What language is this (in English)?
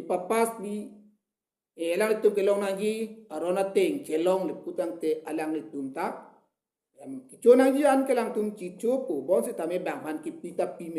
Karbi